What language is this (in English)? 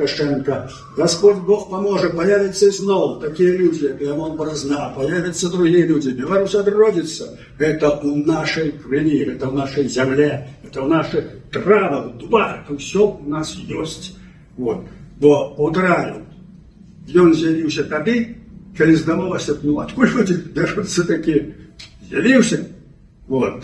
Belarusian